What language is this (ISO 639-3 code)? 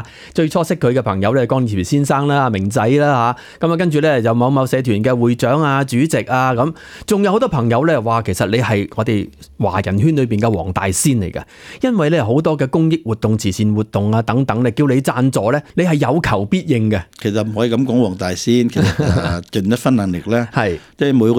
yue